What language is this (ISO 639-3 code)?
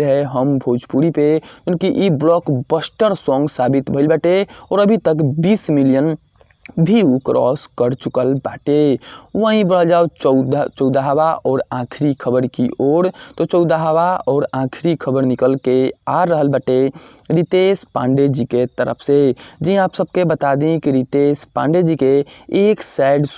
bho